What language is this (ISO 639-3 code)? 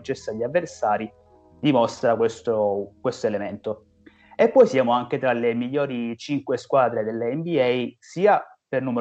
ita